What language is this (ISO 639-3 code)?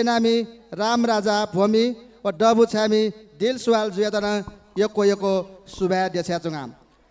new